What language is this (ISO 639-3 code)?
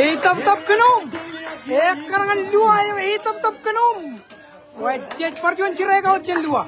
mah